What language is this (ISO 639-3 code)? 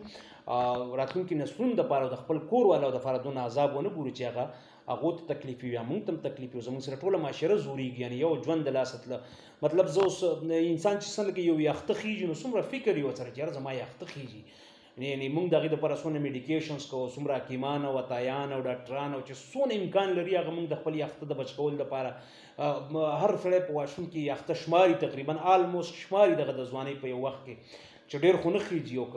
pus